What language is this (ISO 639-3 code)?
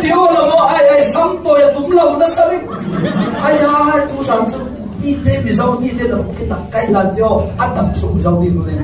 cfm